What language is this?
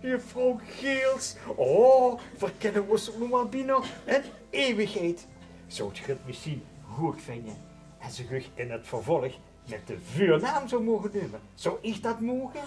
Limburgish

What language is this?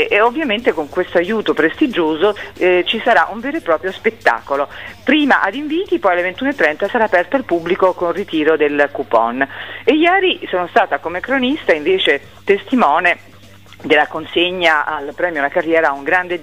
Italian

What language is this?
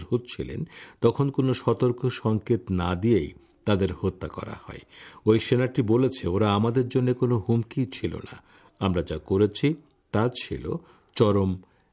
Bangla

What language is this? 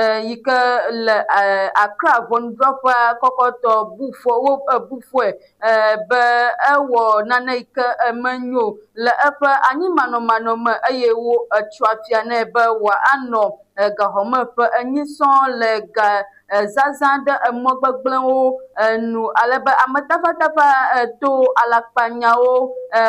Ewe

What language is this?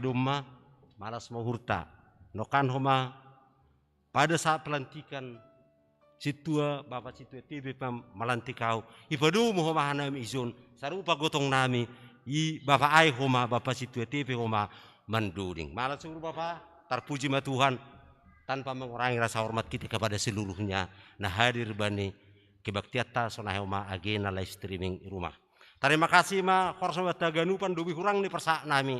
Batak Simalungun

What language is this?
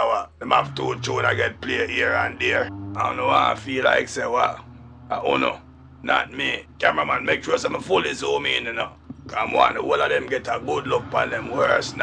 Jamaican Creole English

